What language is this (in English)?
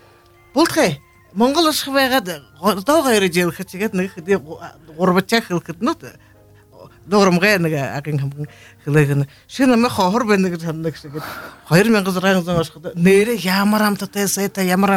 Buriat